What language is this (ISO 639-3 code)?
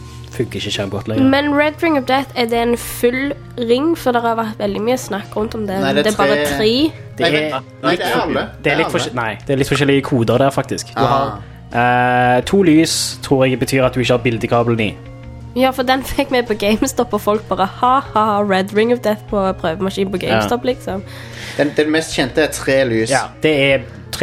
nor